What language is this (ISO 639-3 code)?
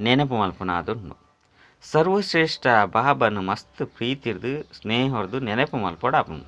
tcy